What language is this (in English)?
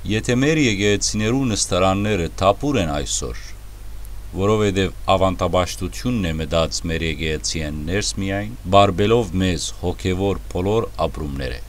Western Armenian